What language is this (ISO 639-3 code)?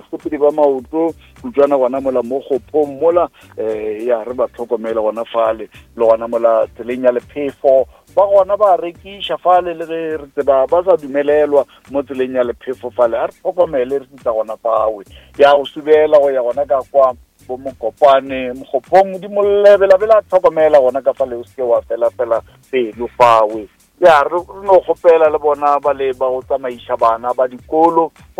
nso